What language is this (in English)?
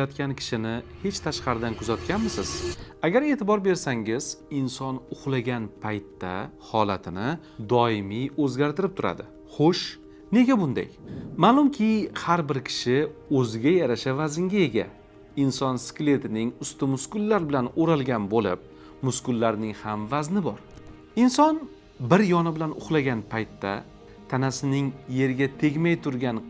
Uzbek